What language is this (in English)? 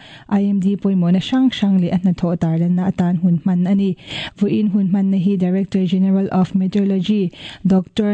Mizo